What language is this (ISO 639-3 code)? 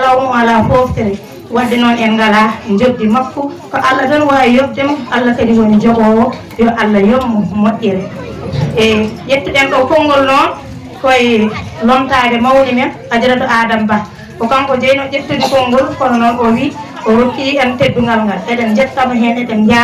ful